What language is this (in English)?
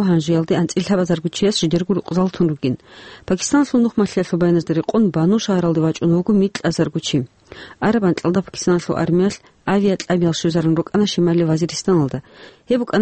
Avaric